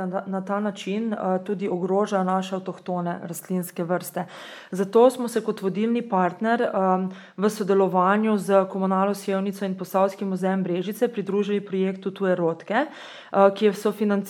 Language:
Slovenian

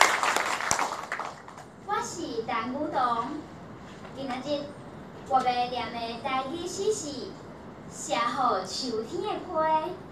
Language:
Min Nan Chinese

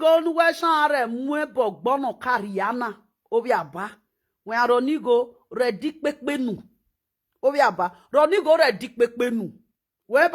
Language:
Nigerian Pidgin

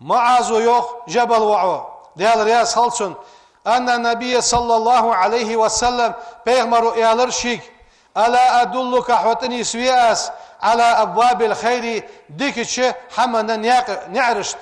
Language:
Ingush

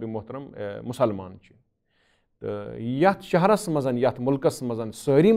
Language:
Kashmiri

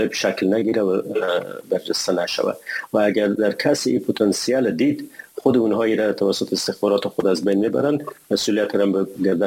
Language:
Persian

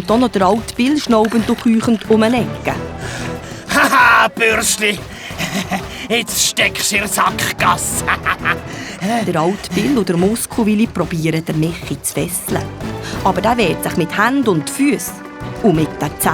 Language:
Swiss German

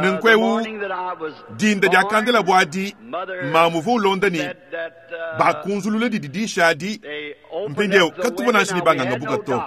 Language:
Luba-Lulua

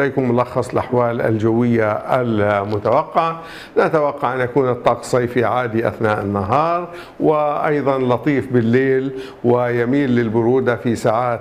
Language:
Arabic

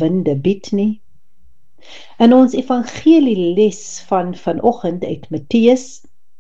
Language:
Afrikaans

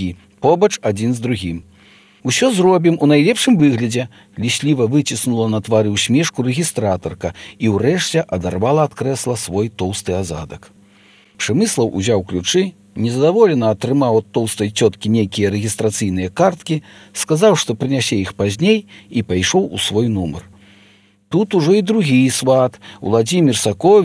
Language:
Belarusian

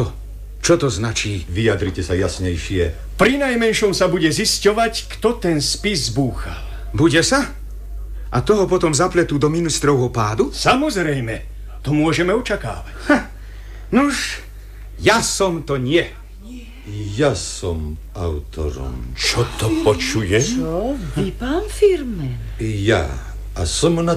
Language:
Slovak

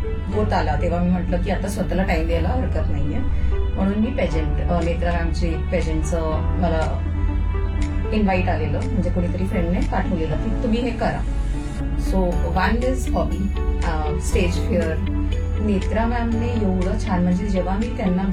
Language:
Marathi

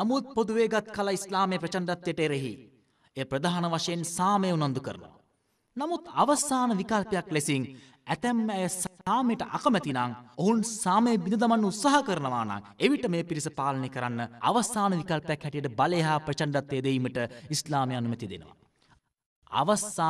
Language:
Sinhala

